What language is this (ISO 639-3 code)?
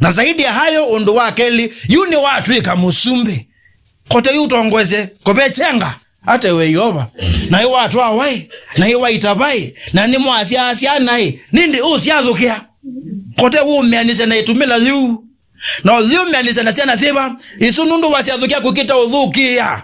kam